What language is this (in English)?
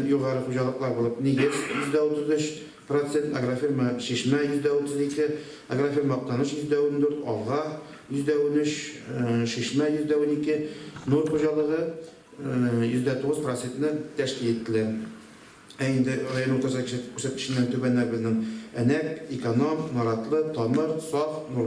Tatar